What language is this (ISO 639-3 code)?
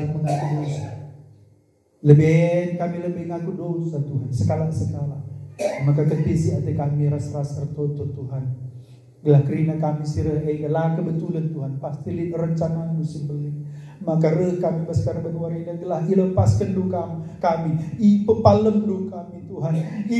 btx